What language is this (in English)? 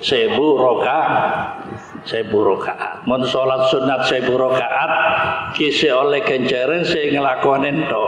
Madurese